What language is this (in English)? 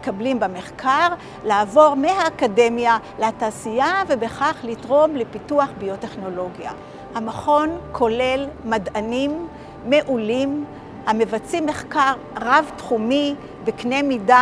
Hebrew